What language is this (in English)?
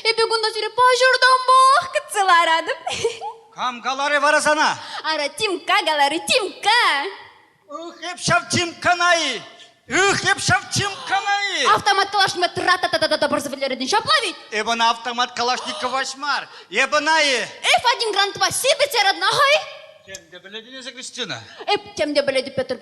Chuvash